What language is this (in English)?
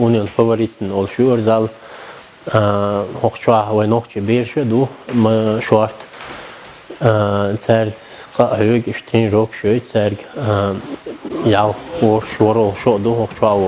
Chechen